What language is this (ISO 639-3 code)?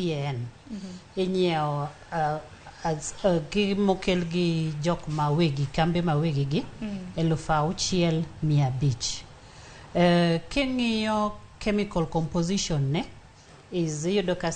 luo